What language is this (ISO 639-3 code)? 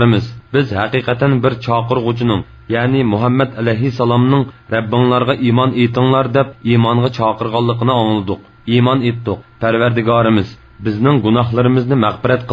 uig